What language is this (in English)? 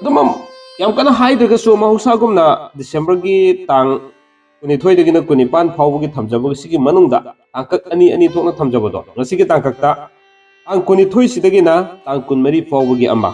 Manipuri